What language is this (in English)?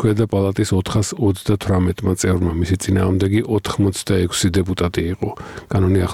Georgian